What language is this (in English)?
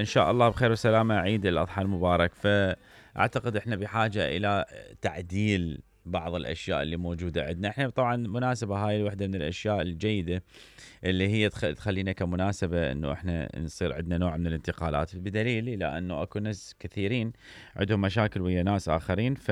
Mesopotamian Arabic